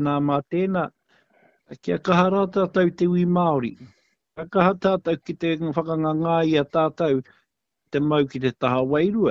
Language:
Māori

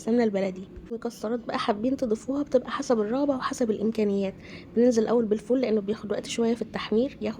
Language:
Egyptian Arabic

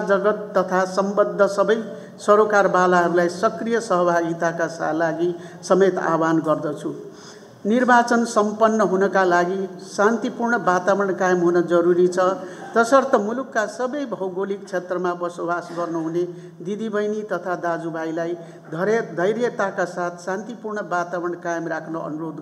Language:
Nepali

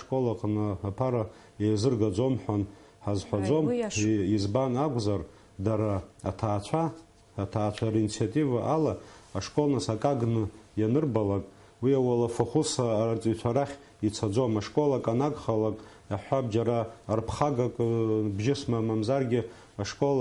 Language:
Abkhazian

